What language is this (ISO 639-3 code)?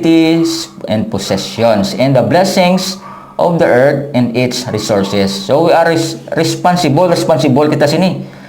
hil